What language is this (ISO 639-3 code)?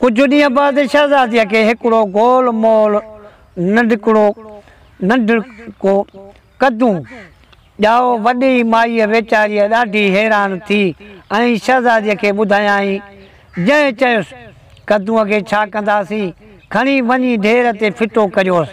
snd